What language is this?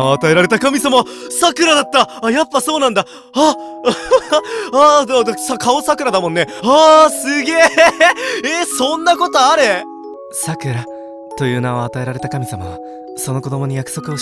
Japanese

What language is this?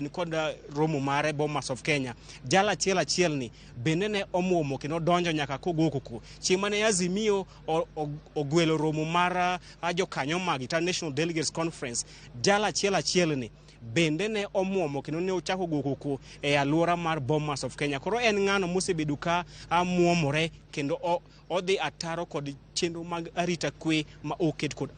Luo (Kenya and Tanzania)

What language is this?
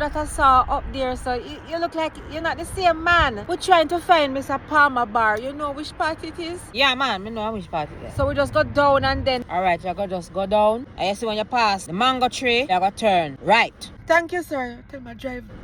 Jamaican Creole English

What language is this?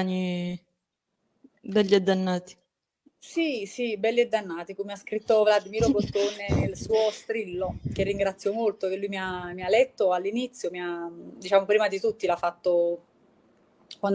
Italian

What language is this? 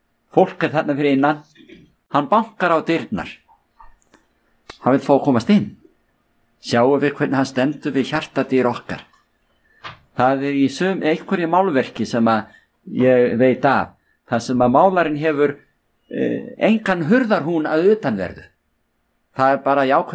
Icelandic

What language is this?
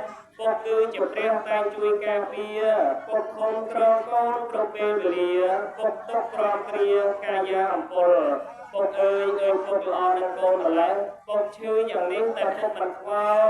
Khmer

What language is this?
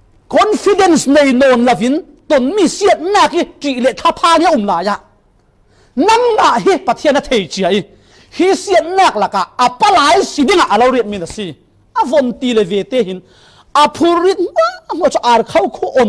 Falam Chin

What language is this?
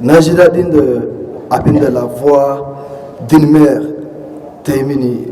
Hausa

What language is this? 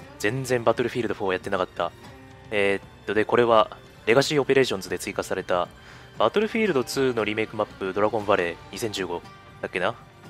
Japanese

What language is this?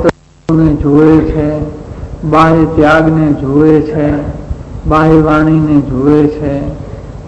Gujarati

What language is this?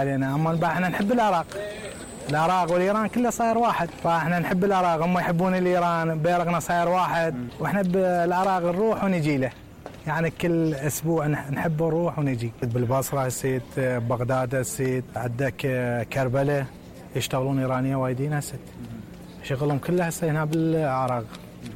Mesopotamian Arabic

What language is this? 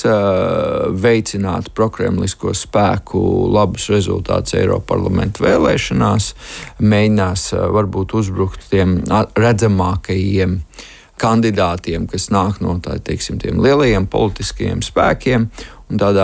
Latvian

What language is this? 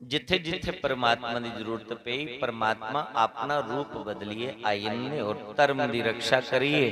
Dogri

